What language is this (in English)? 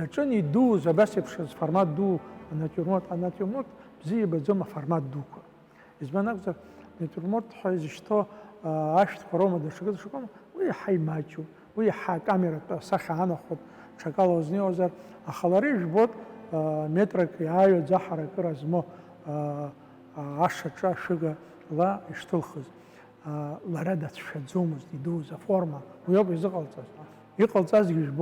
Abkhazian